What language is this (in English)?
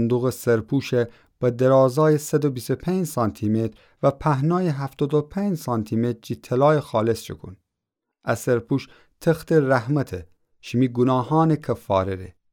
Gilaki